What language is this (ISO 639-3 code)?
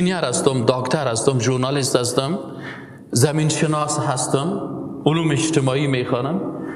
fas